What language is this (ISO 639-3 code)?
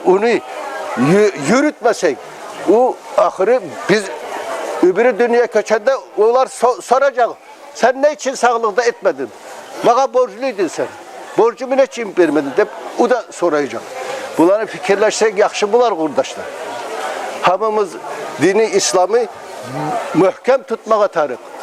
kum